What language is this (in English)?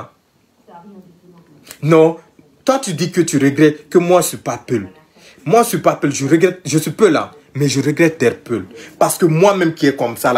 French